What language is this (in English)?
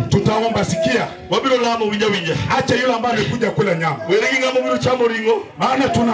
Luo (Kenya and Tanzania)